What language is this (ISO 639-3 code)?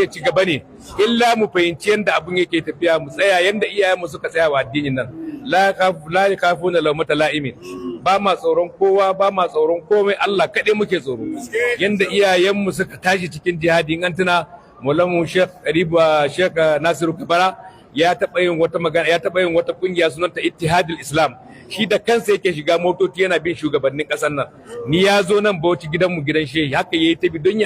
hau